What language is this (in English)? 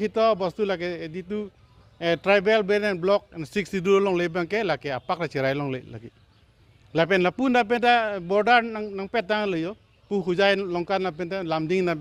Karbi